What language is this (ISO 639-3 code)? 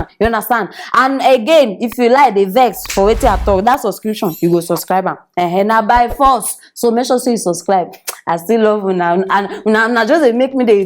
pcm